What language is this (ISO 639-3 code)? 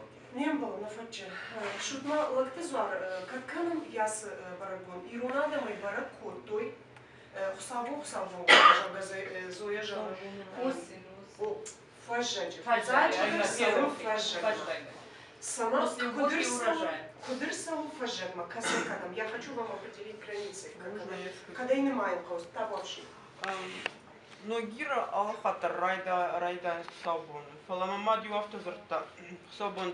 oss